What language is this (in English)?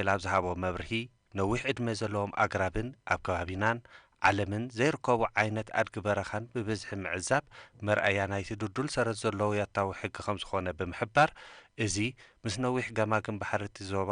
Tigrinya